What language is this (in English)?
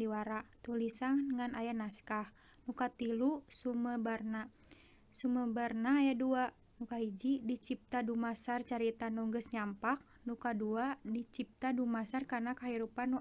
Sundanese